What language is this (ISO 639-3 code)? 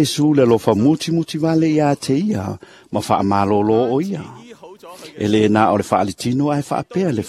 smo